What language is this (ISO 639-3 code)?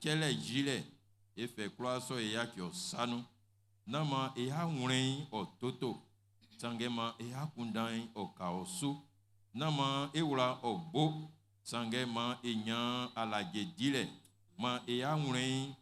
bci